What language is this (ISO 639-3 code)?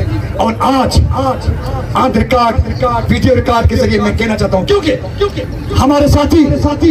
urd